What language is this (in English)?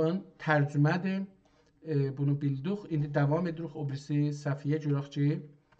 South Azerbaijani